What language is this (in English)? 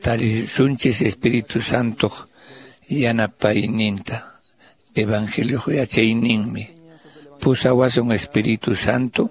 Quechua